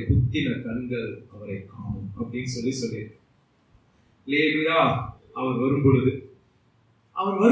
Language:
Tamil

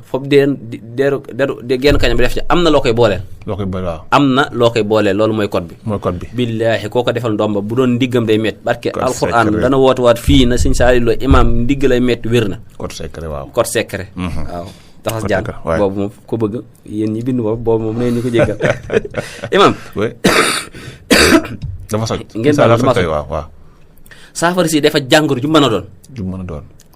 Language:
Wolof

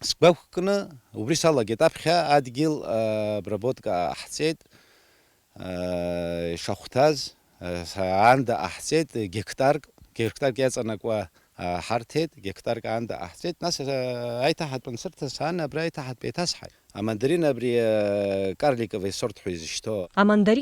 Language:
Abkhazian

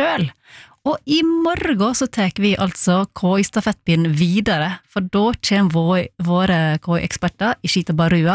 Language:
Norwegian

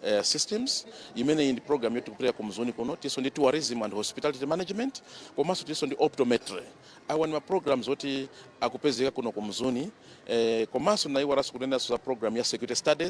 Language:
Nyanja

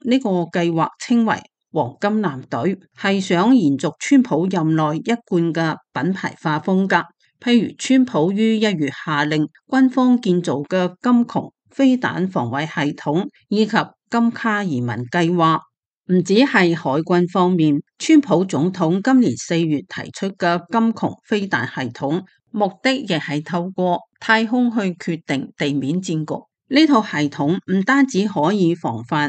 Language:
Cantonese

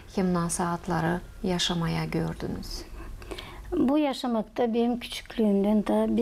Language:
Gagauz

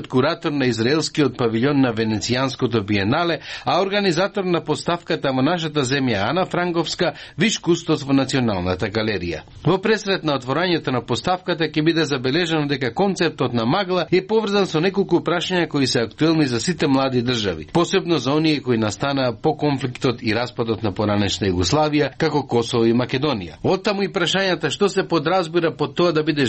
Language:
Macedonian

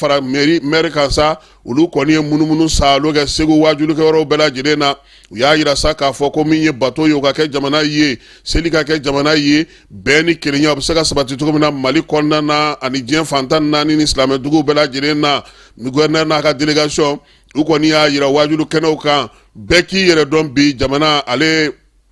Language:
Bambara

